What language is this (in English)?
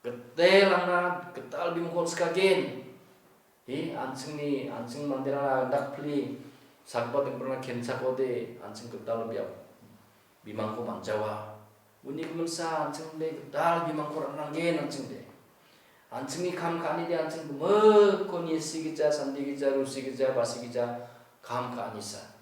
Garo